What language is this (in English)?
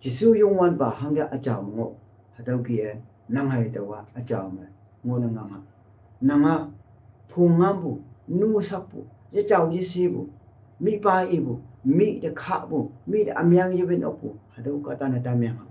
Konyak Naga